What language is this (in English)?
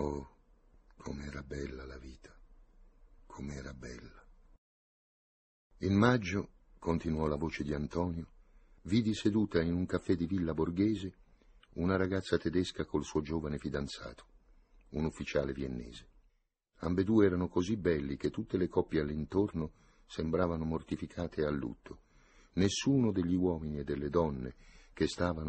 Italian